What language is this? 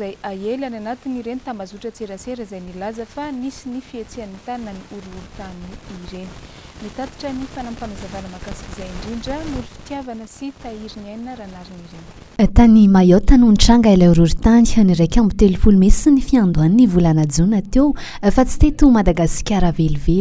Malagasy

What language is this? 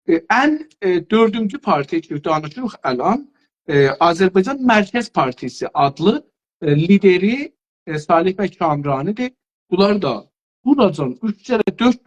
South Azerbaijani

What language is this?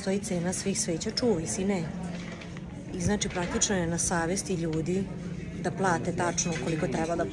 Serbian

